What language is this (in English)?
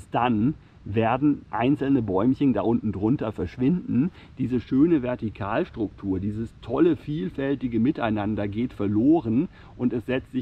German